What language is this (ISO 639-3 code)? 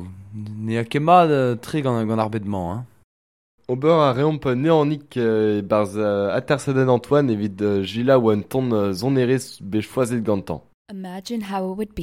bre